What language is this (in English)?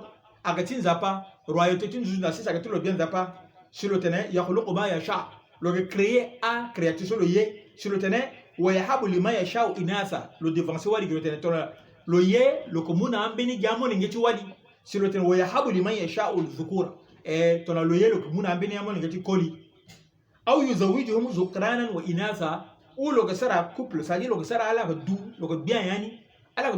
Sango